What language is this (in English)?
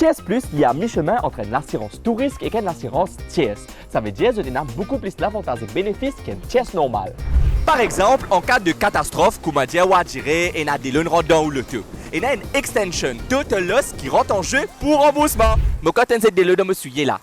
Morisyen